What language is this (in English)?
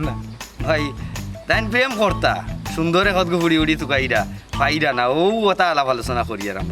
Sylheti